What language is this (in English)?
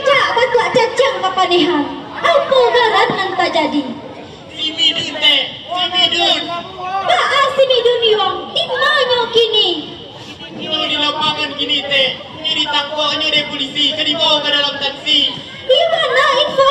Minangkabau